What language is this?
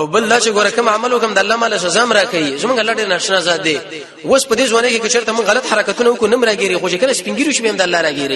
Pashto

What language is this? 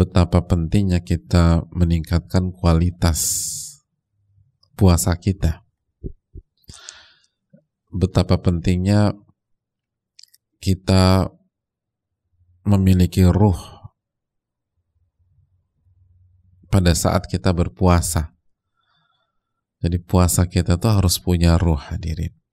Indonesian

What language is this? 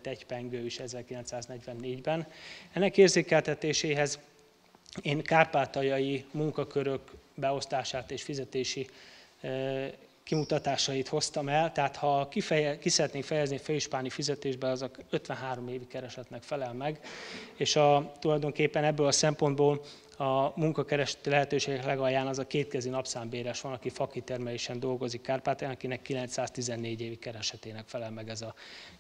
Hungarian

